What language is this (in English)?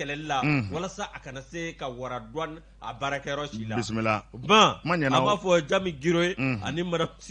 Bambara